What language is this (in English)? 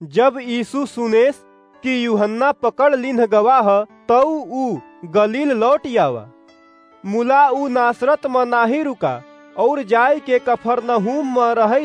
Awadhi